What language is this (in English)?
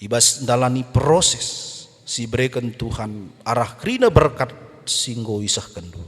Batak Karo